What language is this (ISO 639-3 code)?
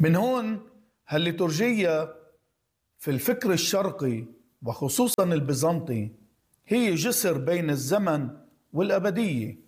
apc